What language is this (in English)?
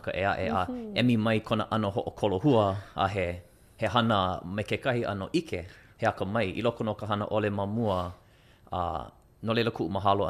Hawaiian